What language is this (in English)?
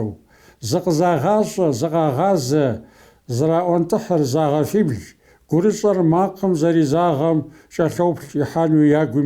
Kabardian